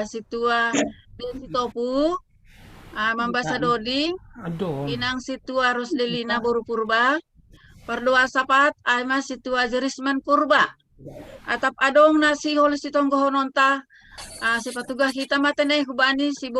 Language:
Batak Simalungun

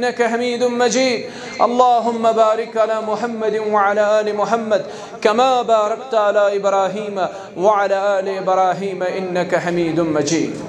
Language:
Kashmiri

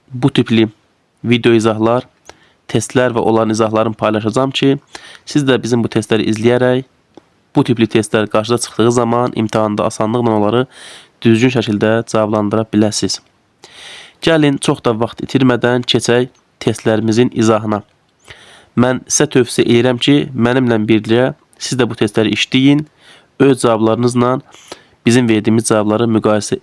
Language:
Azerbaijani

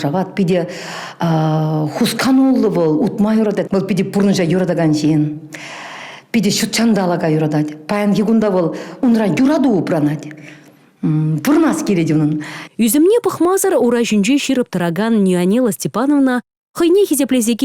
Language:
Chuvash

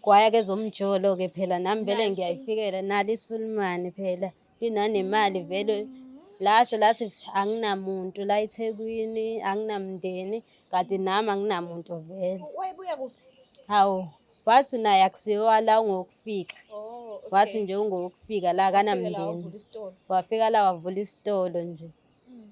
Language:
Zulu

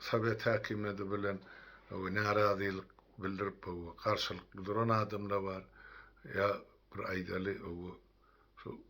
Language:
Turkmen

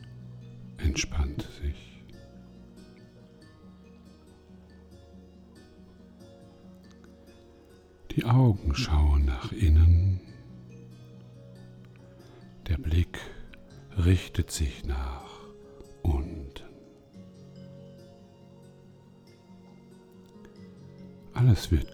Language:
German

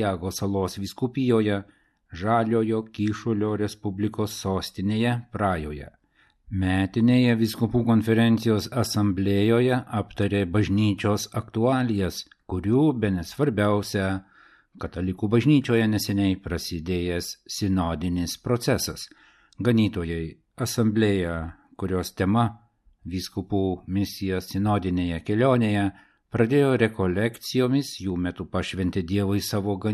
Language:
Lithuanian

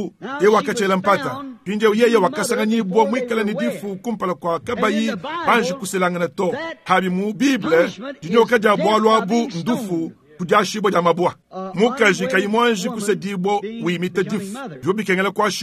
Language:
Luba-Lulua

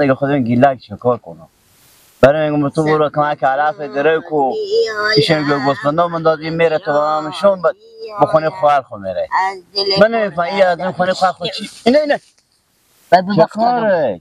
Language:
Persian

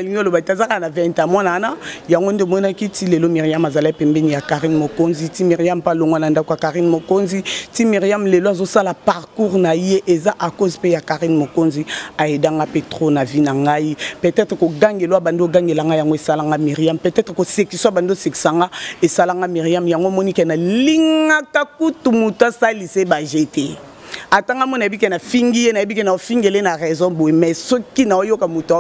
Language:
Lingala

